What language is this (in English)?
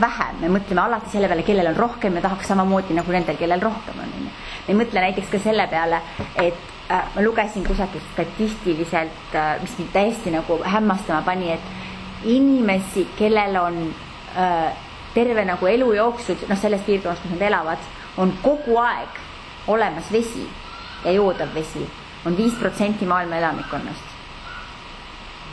Estonian